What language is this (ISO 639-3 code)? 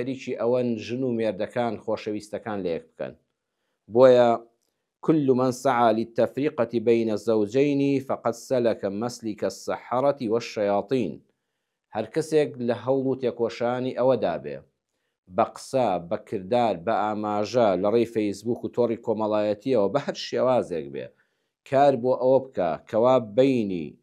ckb